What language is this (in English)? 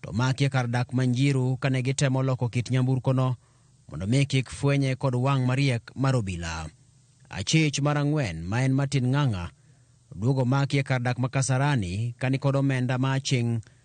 Luo (Kenya and Tanzania)